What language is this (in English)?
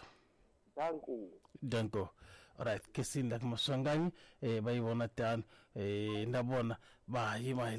Tsonga